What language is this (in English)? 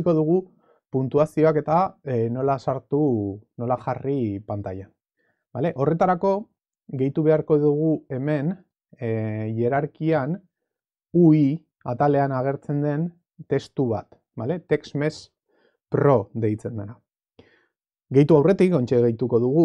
Basque